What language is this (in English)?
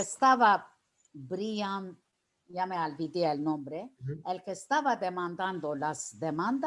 Ladino